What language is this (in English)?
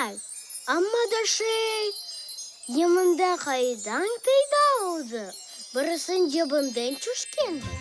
Crimean Tatar